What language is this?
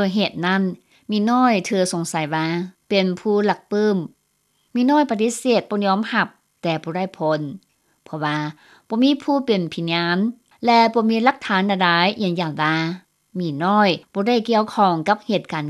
Lao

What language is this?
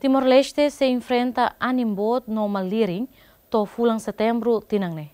Tetum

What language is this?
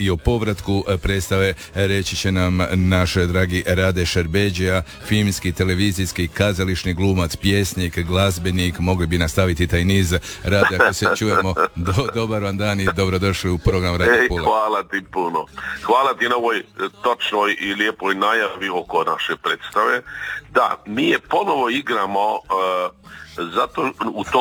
Croatian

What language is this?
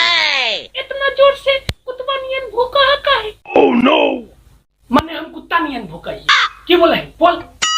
Magahi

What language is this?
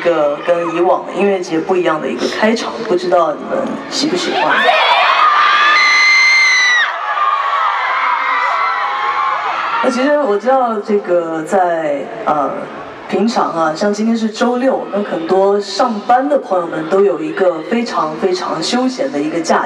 Chinese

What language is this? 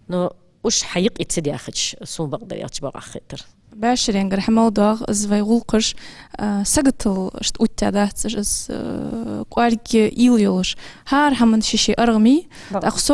Ingush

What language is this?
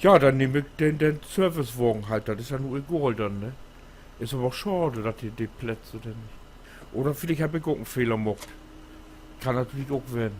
Low German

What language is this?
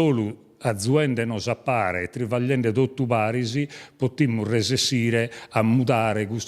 Sardinian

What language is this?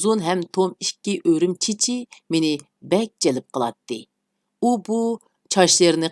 Uyghur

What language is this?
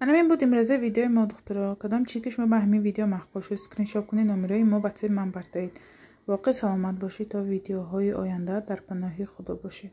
Tajik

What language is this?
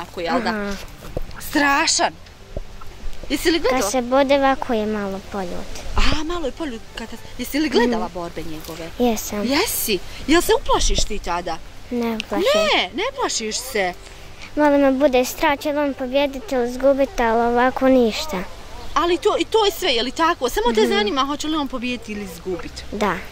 Bosnian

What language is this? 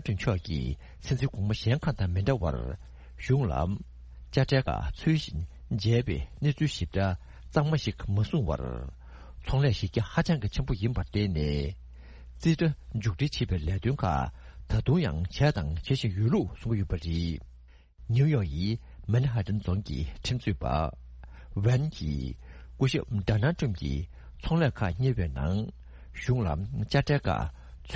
Tibetan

